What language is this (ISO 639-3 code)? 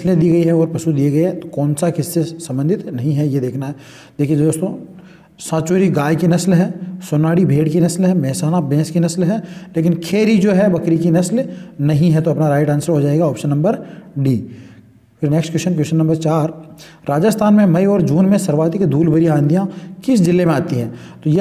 hin